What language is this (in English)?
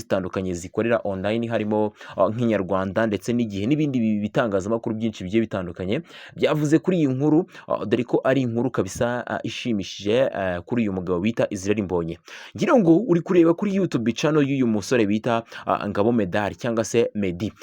Kinyarwanda